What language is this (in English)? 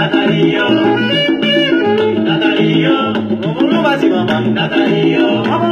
Swahili